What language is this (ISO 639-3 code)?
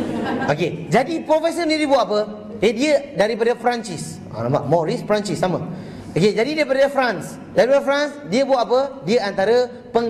msa